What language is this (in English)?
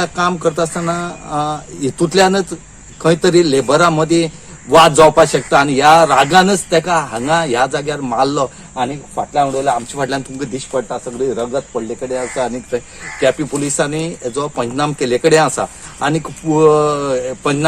Konkani